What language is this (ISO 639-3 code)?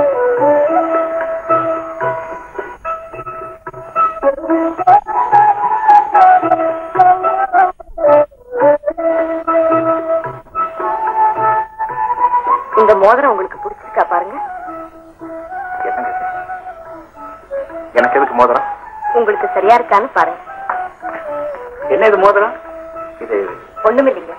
tam